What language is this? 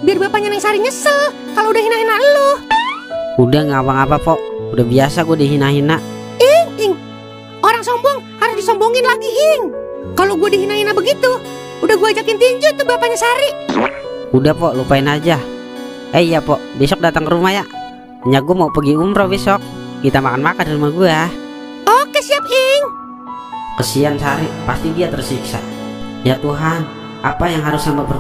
Betawi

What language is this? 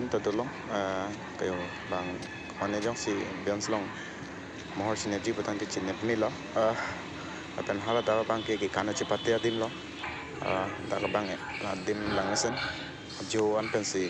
Karbi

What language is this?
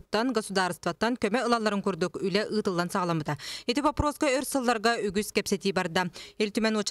Yakut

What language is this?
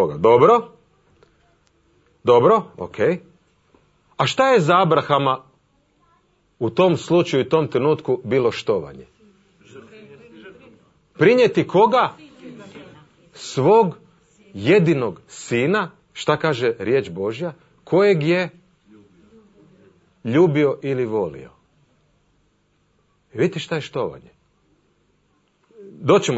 Croatian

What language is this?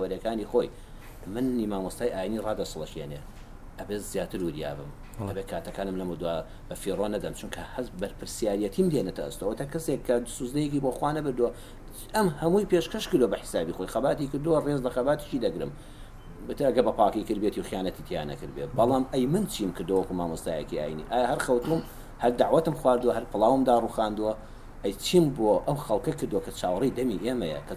Central Kurdish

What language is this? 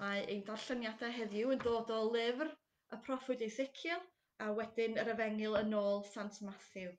Welsh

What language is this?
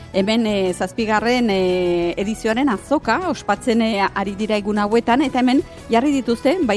Basque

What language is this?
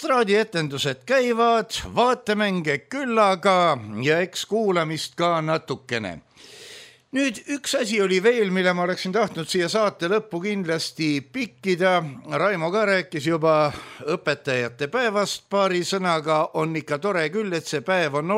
Estonian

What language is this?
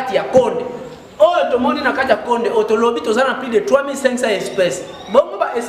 Lingala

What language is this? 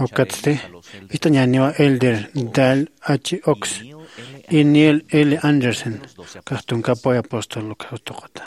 Aymara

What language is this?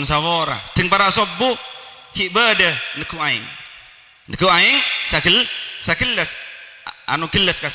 Madurese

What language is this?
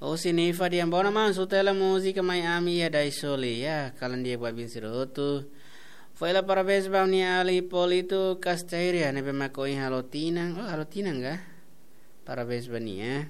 Tetum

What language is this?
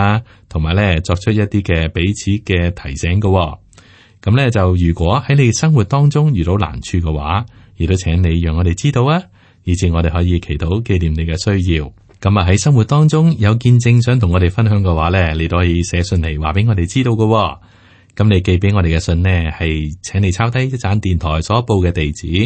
Cantonese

